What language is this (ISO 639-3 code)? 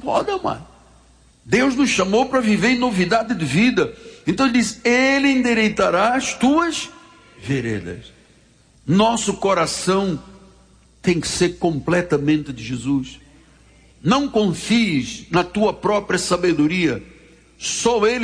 por